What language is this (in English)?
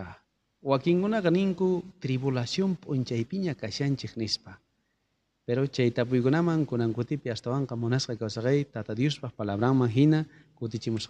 South Bolivian Quechua